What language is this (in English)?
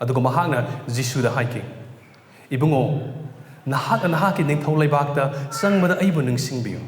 Manipuri